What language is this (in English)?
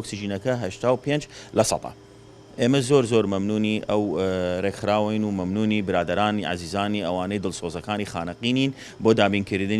Central Kurdish